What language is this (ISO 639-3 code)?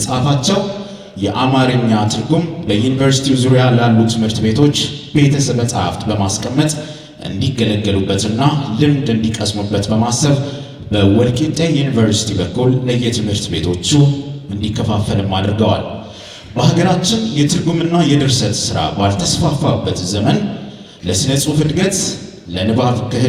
amh